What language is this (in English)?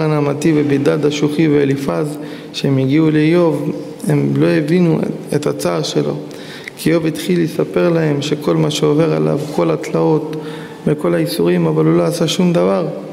Hebrew